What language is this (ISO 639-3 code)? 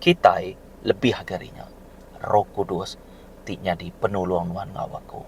iba